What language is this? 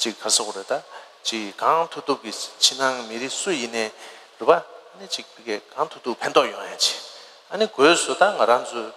Tibetan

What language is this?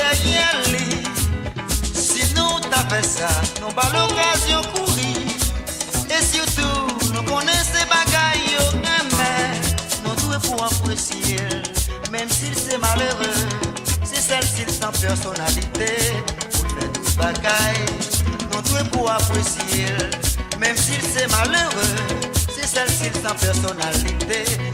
Haitian Creole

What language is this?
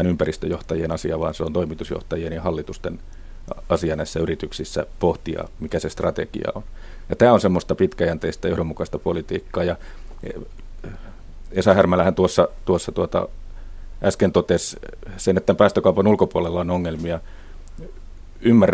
Finnish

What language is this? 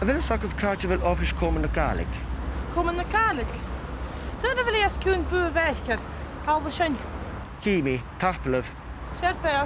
Scottish Gaelic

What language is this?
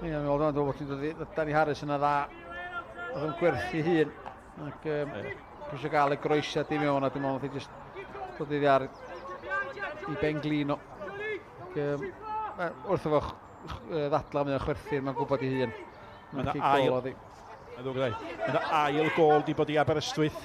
Welsh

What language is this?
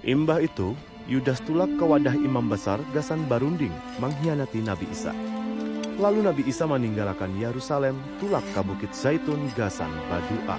Banjar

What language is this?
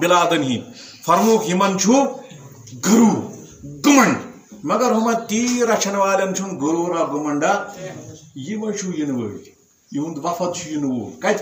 Kashmiri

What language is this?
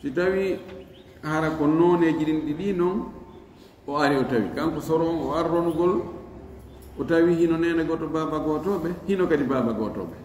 Fula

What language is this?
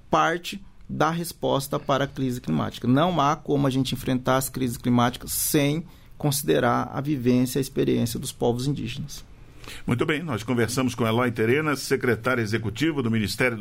Portuguese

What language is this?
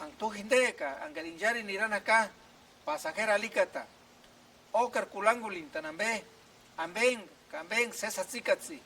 Purepecha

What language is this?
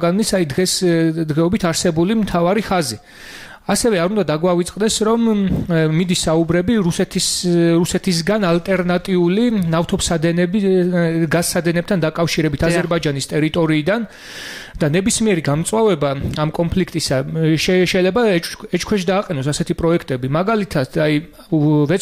Georgian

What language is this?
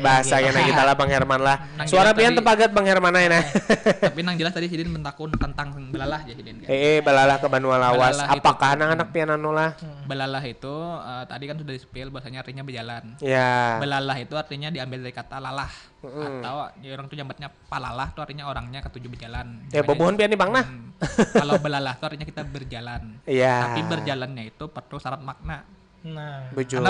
Banjar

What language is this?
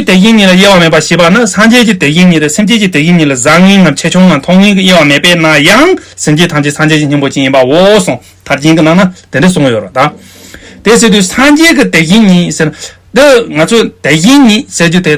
Tibetan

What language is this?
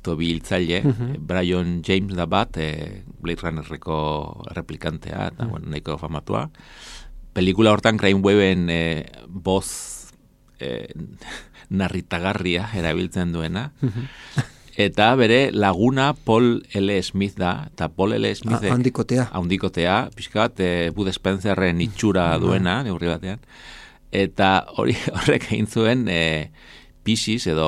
Basque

